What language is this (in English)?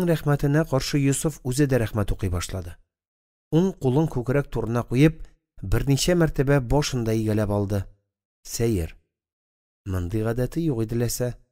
Tatar